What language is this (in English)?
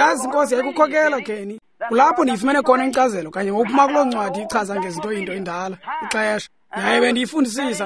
Xhosa